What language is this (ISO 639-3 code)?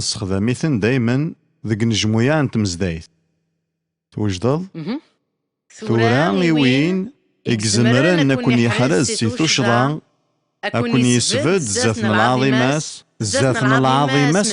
kab